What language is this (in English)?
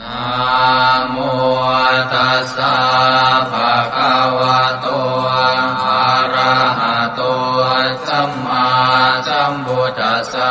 Pali